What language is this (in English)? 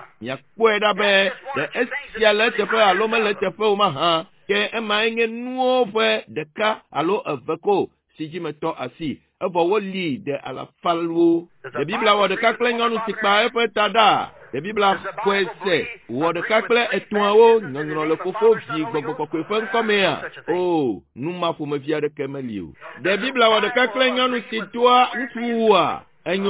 Ewe